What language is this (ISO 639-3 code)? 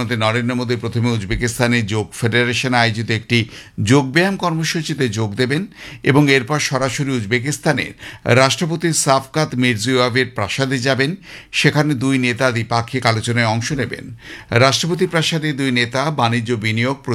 ben